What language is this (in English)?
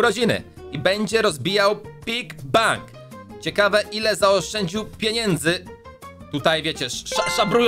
Polish